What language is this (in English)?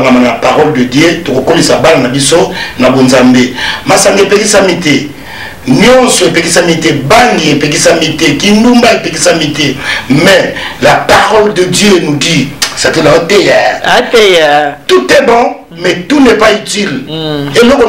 Lingala